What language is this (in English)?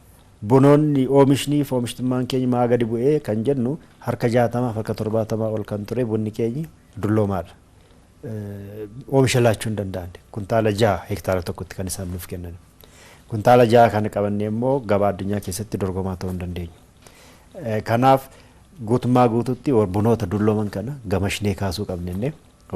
Oromo